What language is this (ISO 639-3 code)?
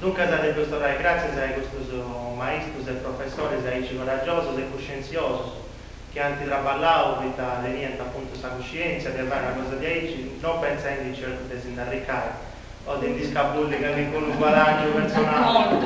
srd